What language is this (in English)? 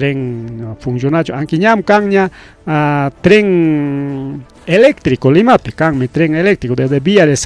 Ayacucho Quechua